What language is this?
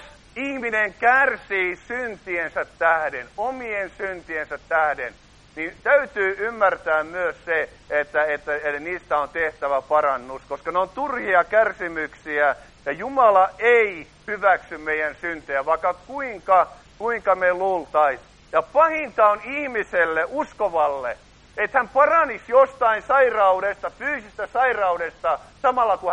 Finnish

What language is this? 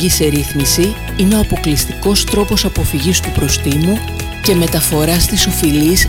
Greek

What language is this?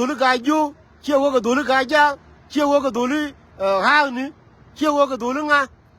Nuer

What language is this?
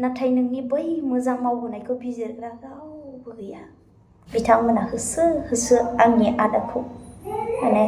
Bodo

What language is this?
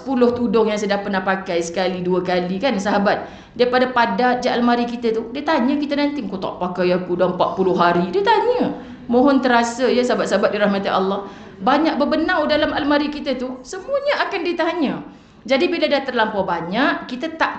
Malay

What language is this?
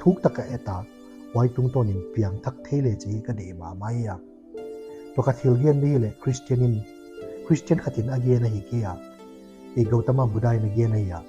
Paite Chin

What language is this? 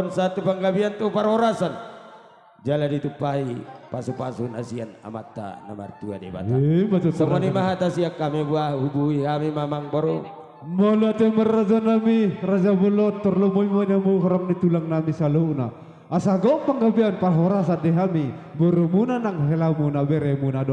Batak Toba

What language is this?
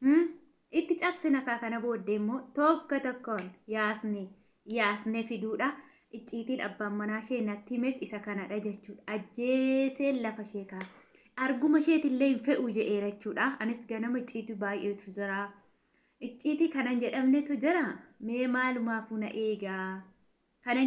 Oromo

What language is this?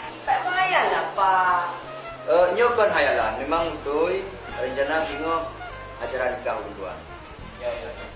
Achinese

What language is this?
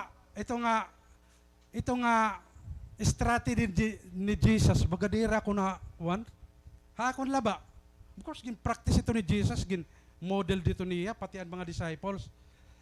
Waray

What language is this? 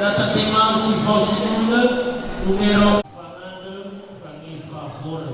Nias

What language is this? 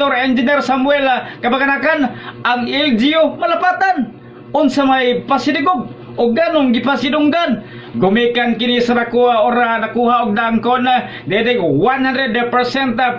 Cebuano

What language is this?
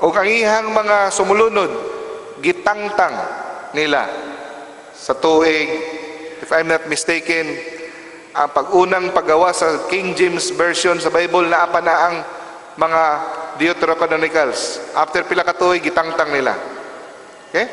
Cebuano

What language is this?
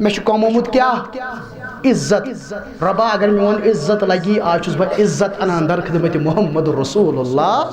Kashmiri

